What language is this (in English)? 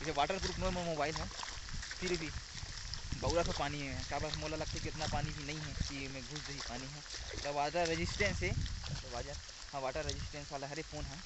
Chhattisgarhi